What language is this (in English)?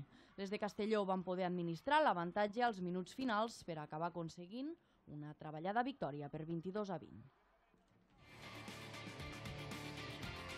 Catalan